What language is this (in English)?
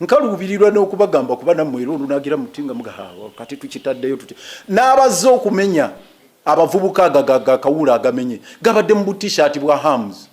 Ganda